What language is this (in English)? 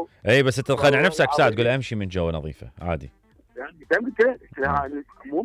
Mesopotamian Arabic